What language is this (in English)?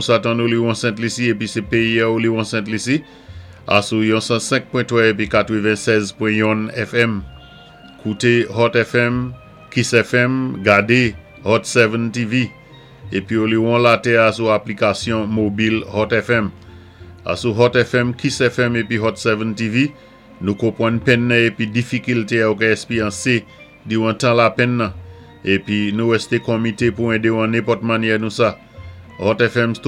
Saint Lucian Creole French